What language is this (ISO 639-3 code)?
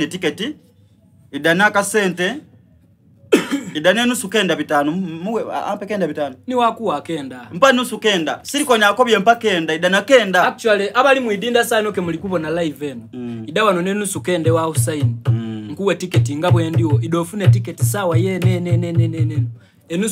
xog